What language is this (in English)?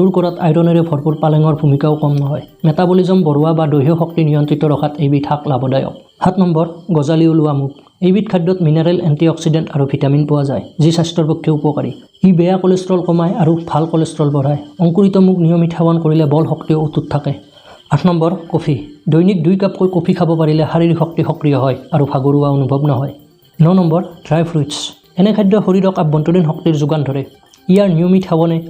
Assamese